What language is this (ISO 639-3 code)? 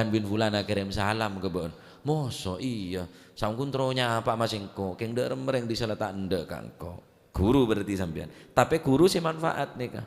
mad